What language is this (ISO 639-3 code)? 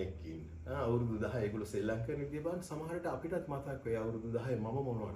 sin